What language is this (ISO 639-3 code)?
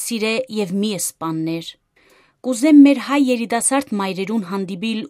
hye